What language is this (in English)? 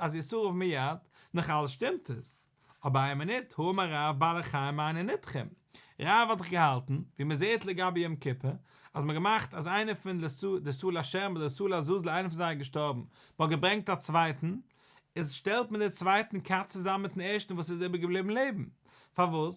Yiddish